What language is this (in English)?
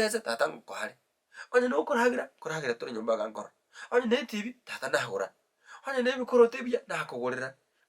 Gusii